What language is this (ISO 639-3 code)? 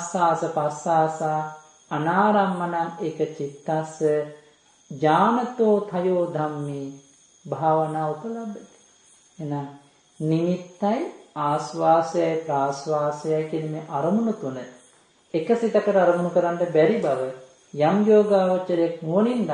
sin